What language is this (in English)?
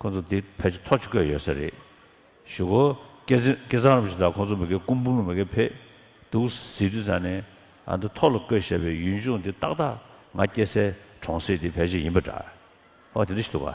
Tibetan